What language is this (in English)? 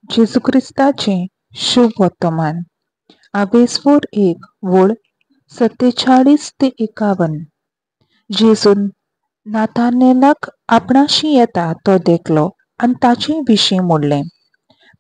Konkani